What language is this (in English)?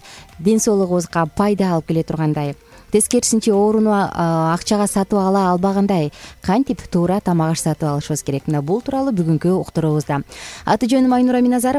Kyrgyz